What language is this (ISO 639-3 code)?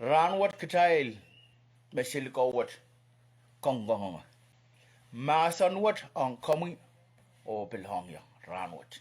pon